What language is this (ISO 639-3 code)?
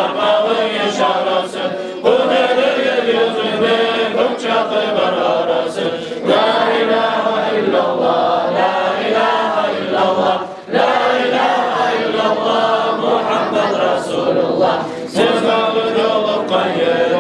kum